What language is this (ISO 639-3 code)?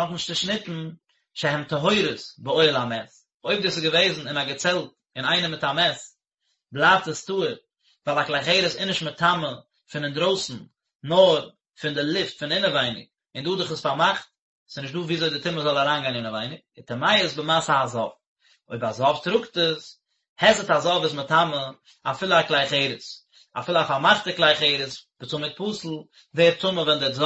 yid